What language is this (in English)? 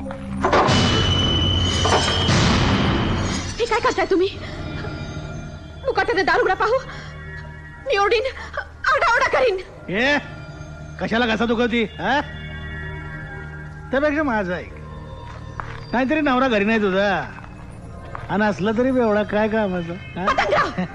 Marathi